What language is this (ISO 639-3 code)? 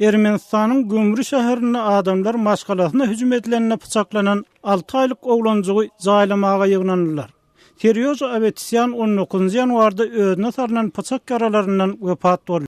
tuk